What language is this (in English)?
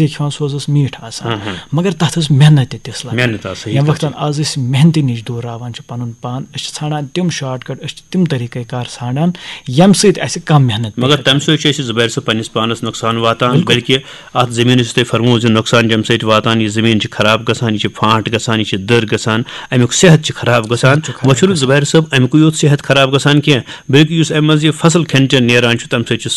Kashmiri